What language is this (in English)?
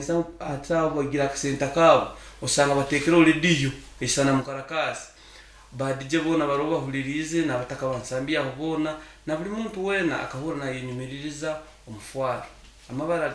Nyoro